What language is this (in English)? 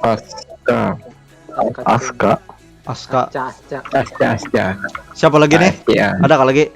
Banjar